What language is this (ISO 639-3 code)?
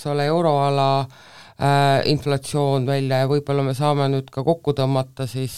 est